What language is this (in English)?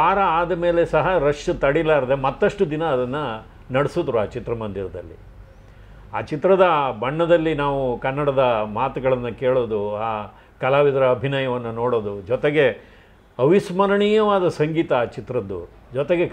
Kannada